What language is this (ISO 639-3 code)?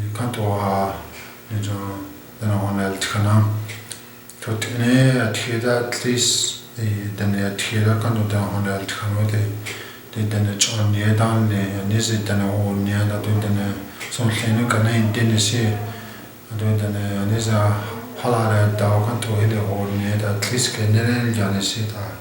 chp